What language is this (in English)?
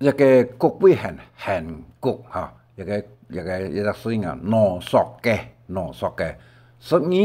Hakka Chinese